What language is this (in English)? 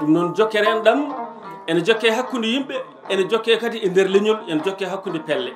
Fula